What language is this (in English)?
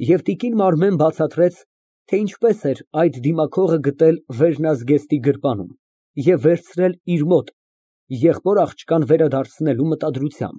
Armenian